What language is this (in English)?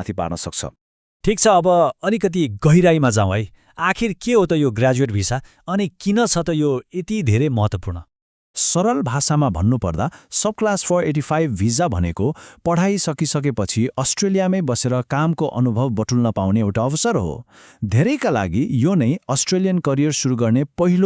Nepali